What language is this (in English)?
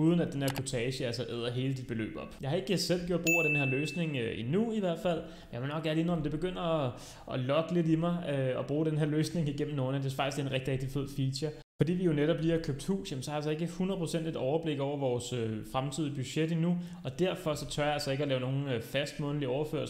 Danish